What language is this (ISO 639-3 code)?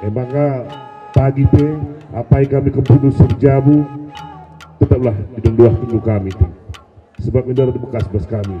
btx